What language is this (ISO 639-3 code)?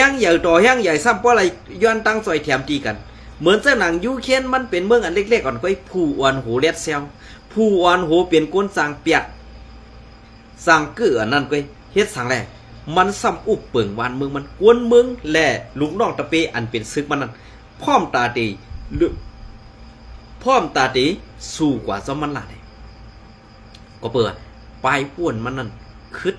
shn